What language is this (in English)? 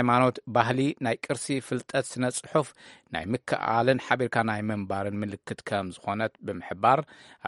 Tigrinya